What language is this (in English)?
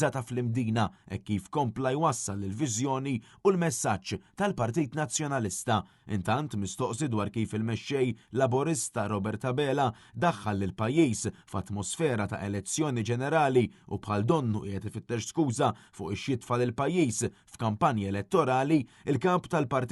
Maltese